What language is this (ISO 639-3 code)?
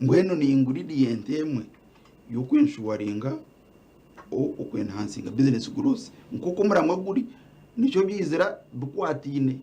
nyn